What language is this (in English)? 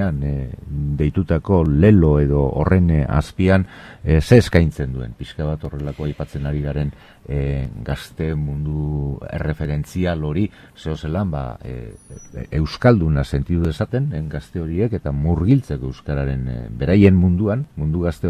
Basque